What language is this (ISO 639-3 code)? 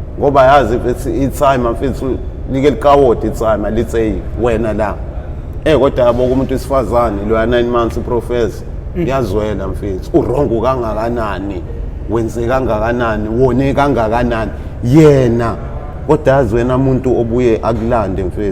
zul